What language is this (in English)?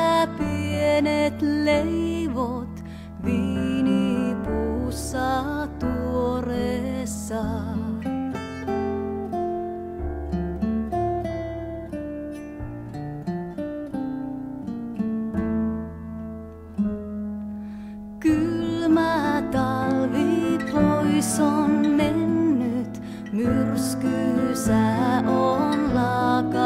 Finnish